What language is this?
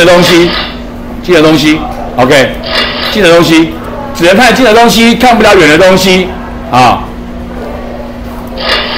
Chinese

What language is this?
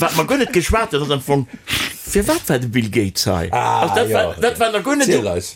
Luxembourgish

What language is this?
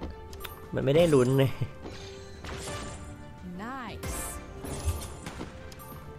Thai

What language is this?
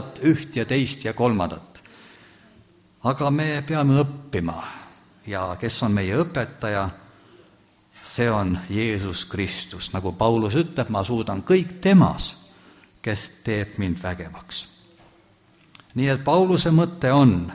Estonian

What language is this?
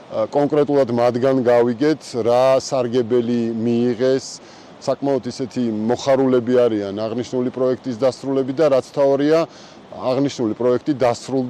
Georgian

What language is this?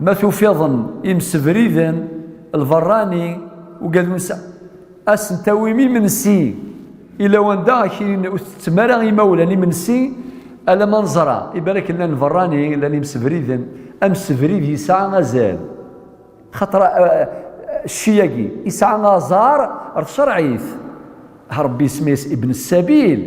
Kabyle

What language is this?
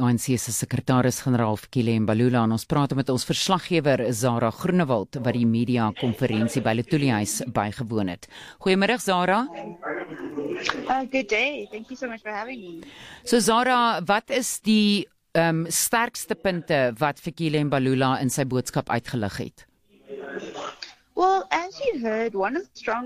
Afrikaans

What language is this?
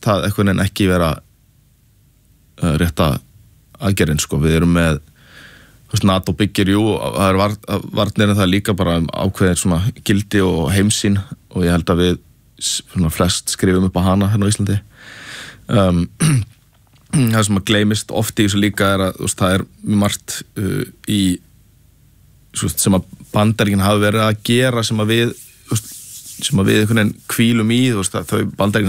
Icelandic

